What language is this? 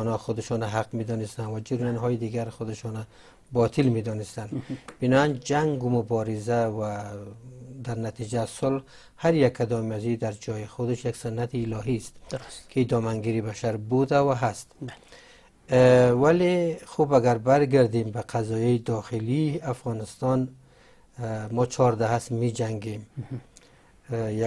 Persian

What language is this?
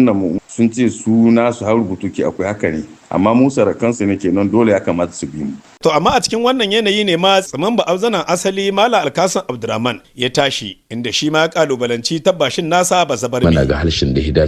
Hausa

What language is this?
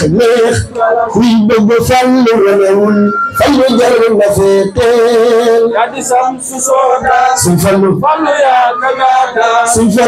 Wolof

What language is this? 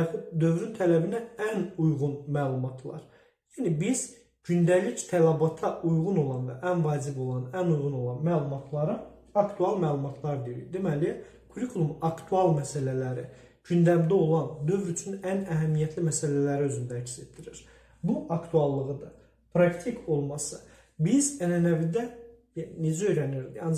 Azerbaijani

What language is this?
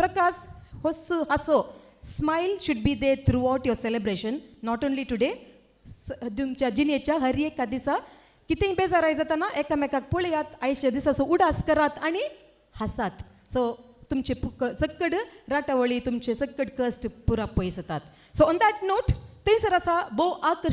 Konkani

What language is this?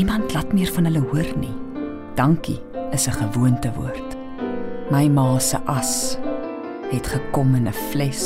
Afrikaans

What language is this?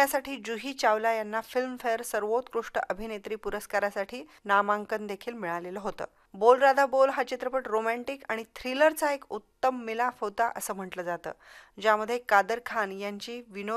Marathi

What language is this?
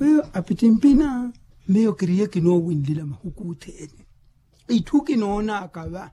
Makhuwa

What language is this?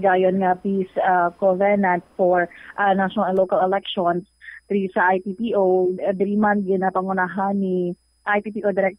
Hiligaynon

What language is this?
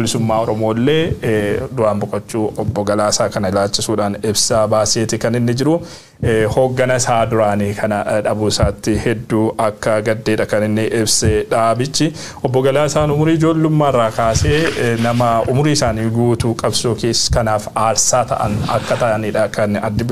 Oromo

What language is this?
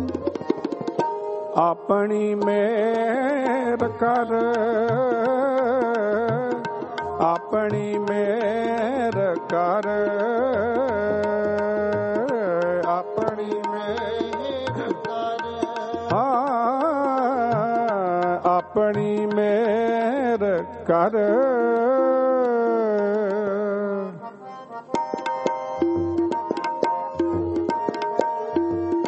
Punjabi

